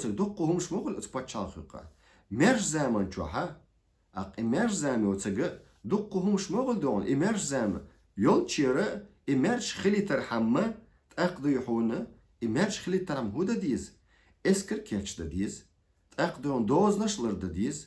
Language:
Chechen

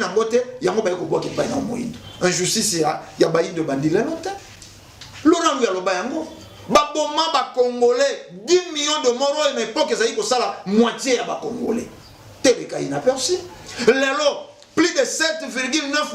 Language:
Lingala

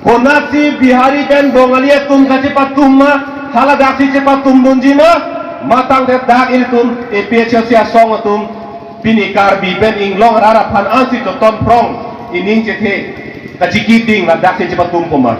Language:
Karbi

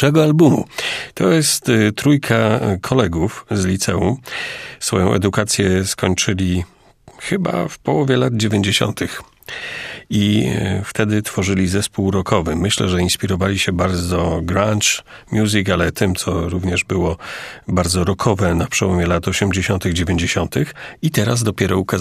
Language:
Polish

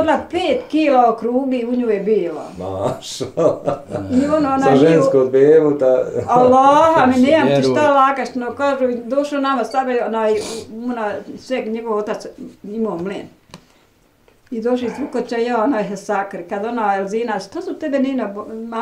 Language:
Bosnian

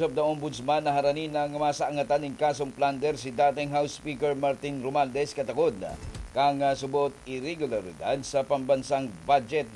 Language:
Bikol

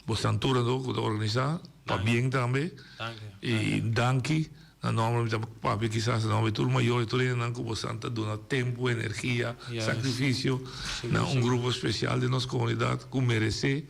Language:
Papiamento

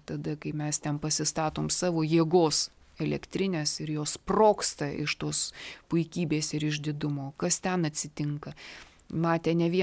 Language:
Lithuanian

